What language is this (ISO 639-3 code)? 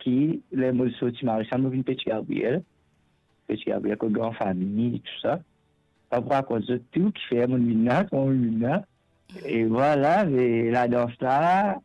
mfe